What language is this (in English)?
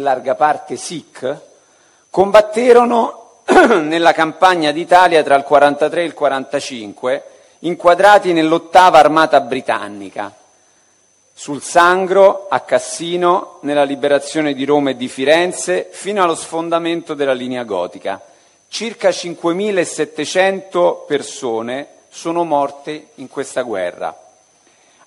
Italian